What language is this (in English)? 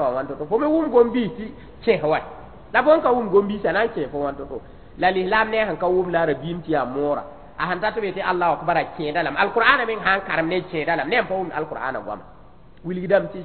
Mossi